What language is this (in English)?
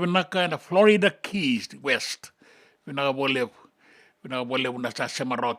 Fijian